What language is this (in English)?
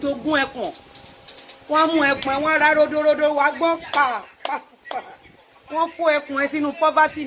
Yoruba